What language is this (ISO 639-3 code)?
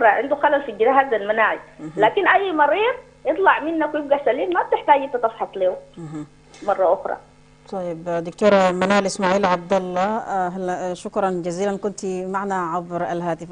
ara